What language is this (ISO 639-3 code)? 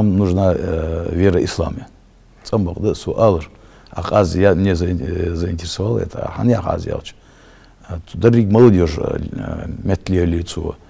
inh